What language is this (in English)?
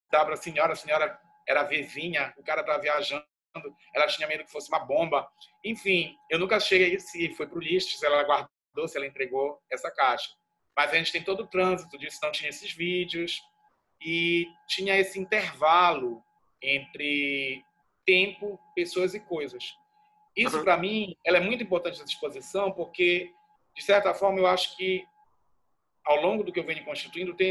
Portuguese